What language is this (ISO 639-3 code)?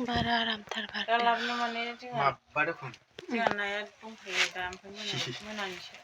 brx